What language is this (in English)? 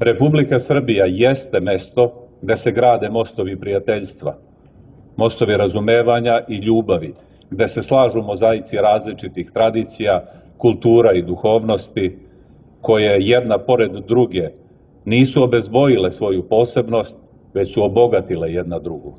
Serbian